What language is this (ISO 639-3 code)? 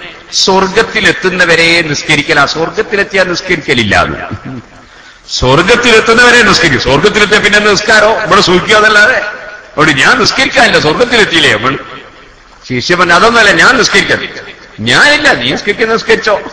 mal